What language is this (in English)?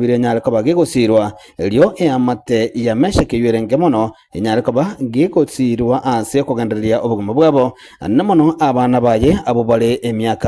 Gusii